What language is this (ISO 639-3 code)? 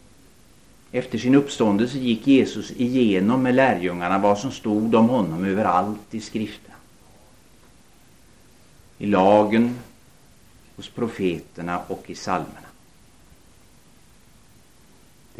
swe